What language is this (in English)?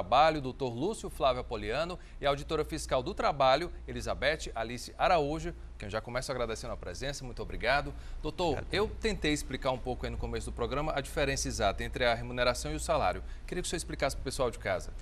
Portuguese